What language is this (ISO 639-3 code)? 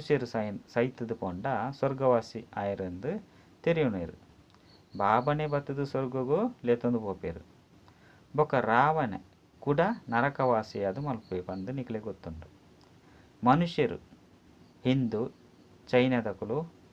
tcy